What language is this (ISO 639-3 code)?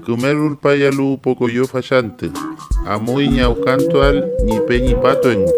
arn